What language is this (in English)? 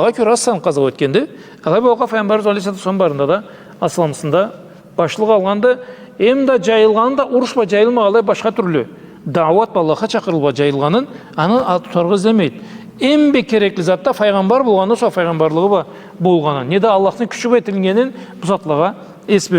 Karachay-Balkar